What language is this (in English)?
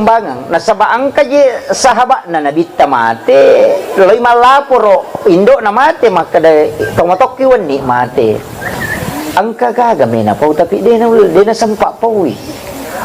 Buginese